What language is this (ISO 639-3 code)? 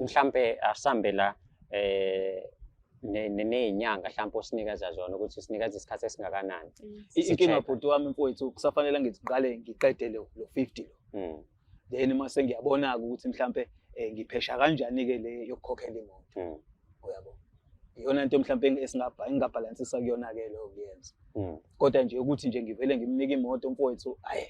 zul